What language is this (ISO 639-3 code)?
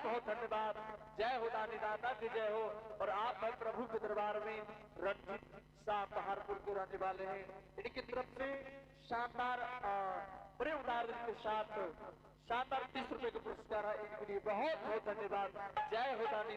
anp